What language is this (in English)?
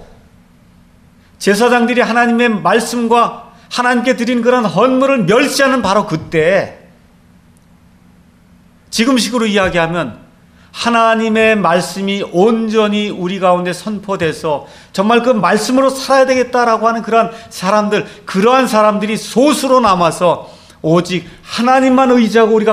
Korean